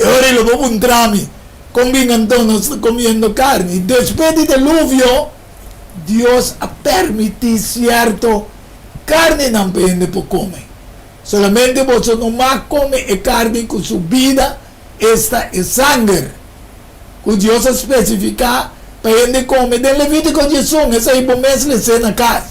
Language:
Papiamento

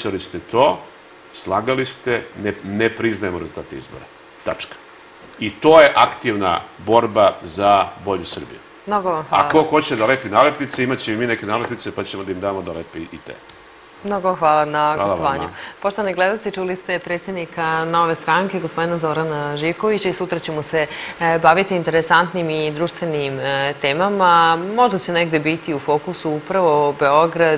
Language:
Serbian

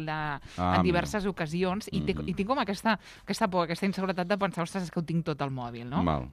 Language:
Catalan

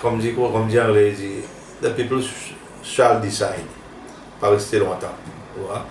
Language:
Seselwa Creole French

